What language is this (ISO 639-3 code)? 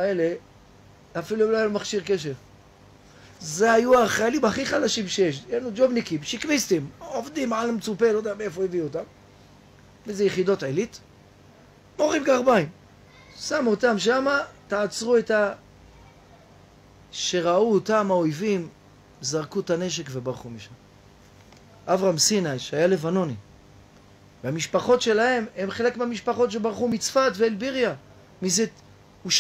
heb